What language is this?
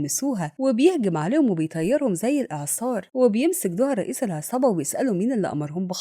Egyptian Arabic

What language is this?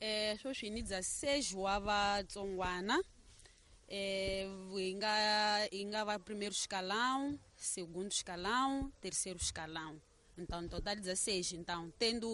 Tsonga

